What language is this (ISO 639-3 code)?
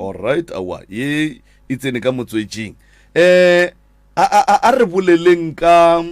nso